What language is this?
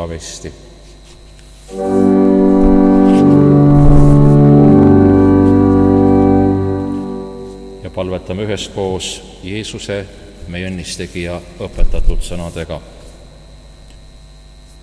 Estonian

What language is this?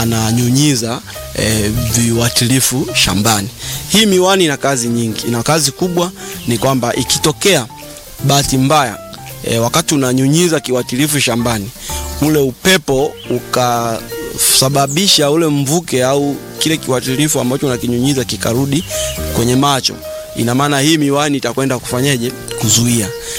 Swahili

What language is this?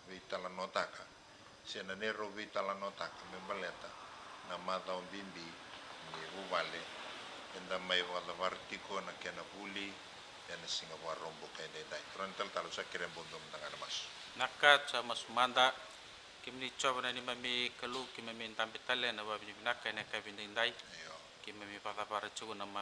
Fijian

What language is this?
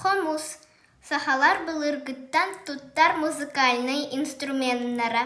Yakut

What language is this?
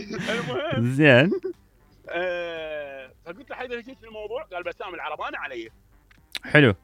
Mesopotamian Arabic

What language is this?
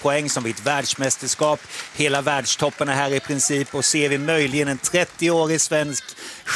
Swedish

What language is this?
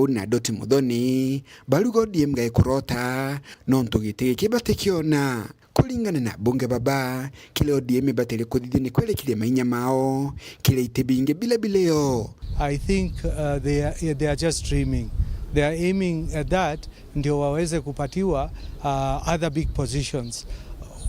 Meru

